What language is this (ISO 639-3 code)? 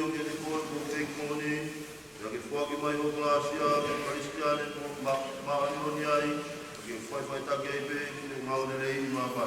ton